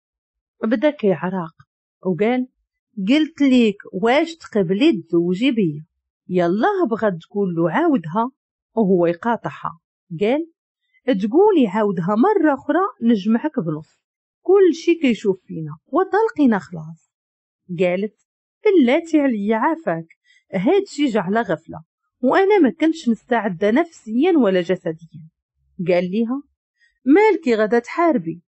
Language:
Moroccan Arabic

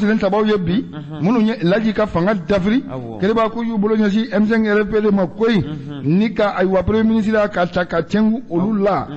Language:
Bambara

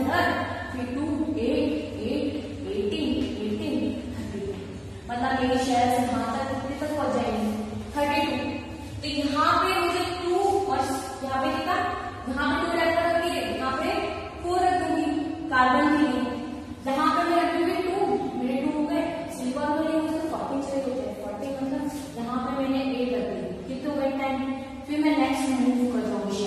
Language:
Hindi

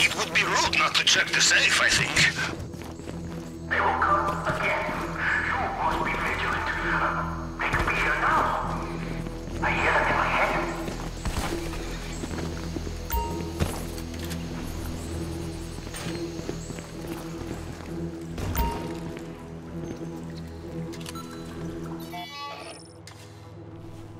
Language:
English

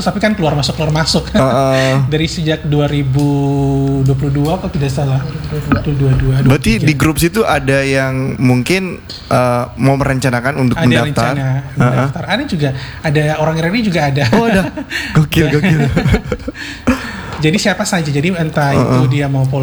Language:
Indonesian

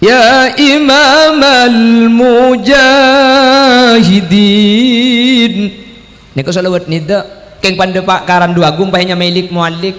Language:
Madurese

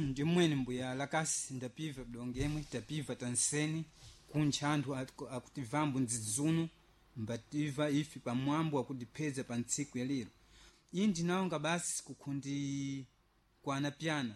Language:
Sena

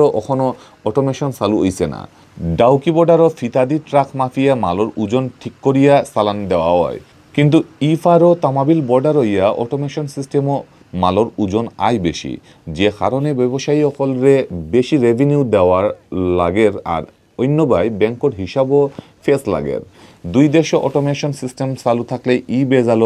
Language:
Sylheti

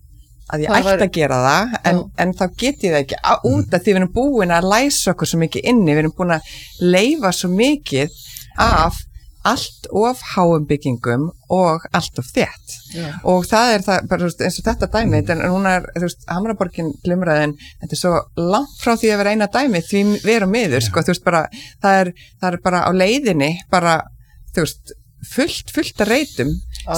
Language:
Icelandic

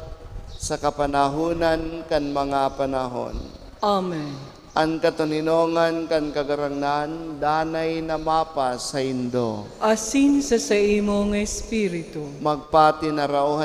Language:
Bikol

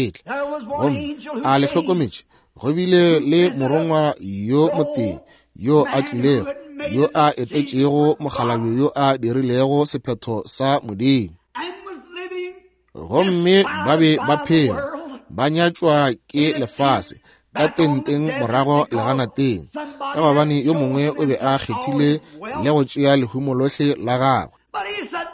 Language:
Northern Sotho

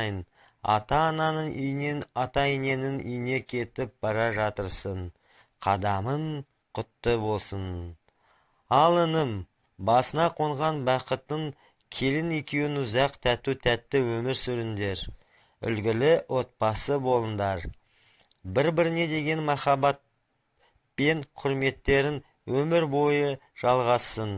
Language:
Kazakh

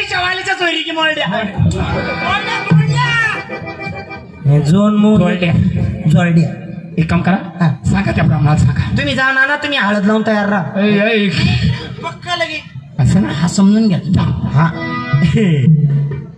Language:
Marathi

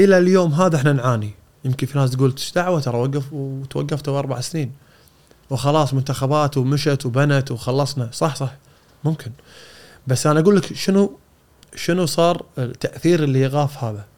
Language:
Gulf Arabic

